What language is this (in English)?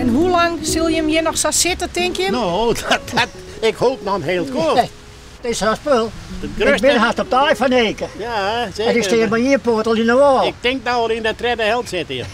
Western Frisian